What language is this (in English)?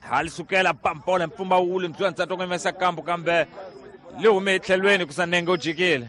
Tsonga